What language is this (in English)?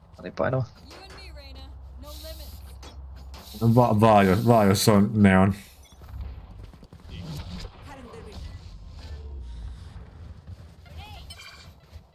Finnish